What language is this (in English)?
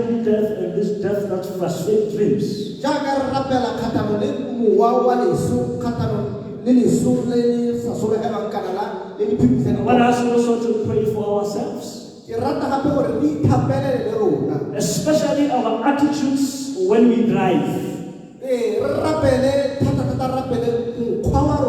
Tswana